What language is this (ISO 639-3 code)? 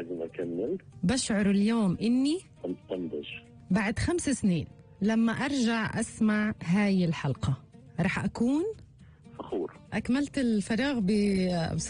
apc